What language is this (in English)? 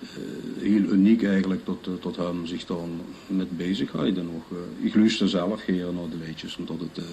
Limburgish